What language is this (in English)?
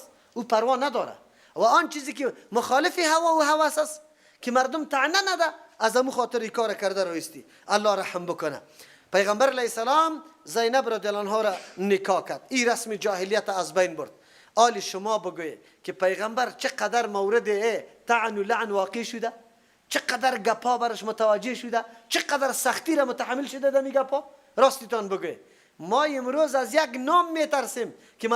Persian